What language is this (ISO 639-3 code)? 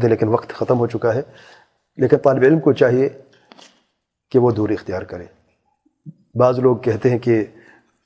urd